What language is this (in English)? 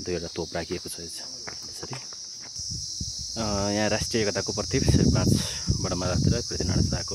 Nepali